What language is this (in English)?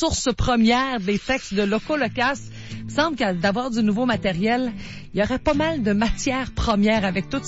French